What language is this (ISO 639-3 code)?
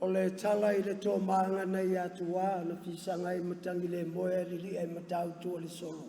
smo